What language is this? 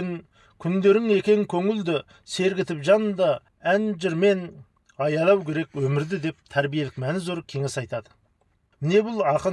Kazakh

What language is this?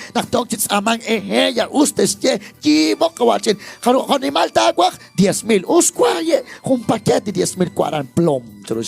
Kekchí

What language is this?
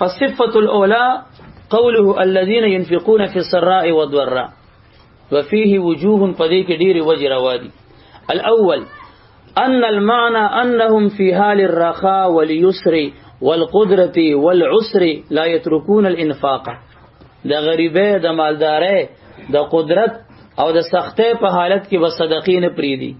Pashto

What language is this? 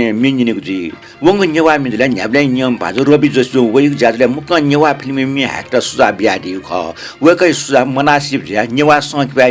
Newari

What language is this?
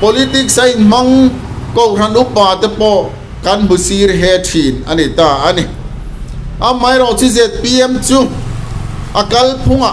Mizo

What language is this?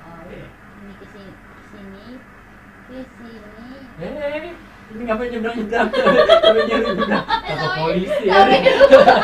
Betawi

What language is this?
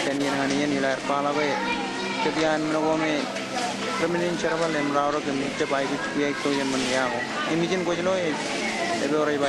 Marshallese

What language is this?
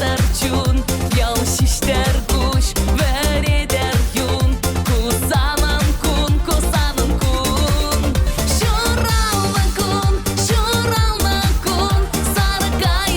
Chuvash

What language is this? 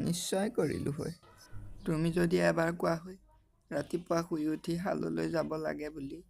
Assamese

